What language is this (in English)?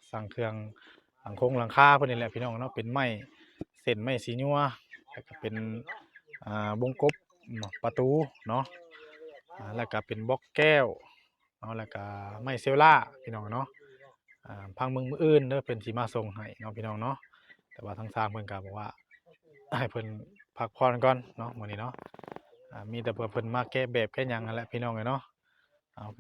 Northeastern Thai